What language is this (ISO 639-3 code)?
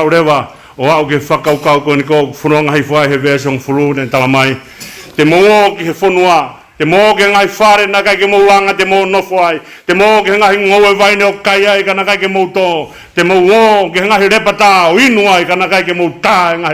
ton